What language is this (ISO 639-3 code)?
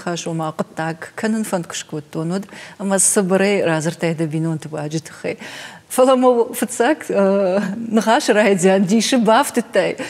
oss